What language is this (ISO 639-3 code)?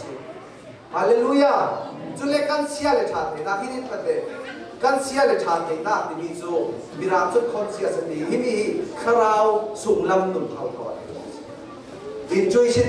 cnh